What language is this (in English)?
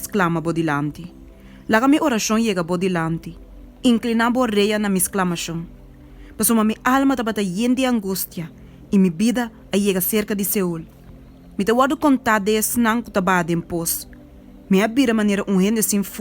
Papiamento